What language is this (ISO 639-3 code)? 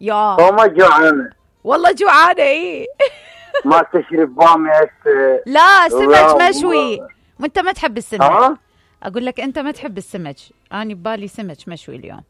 acm